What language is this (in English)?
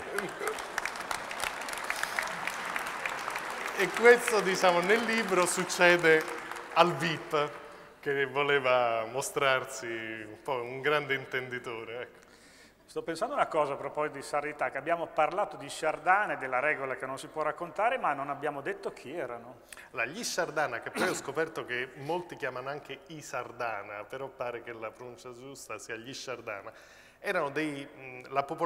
Italian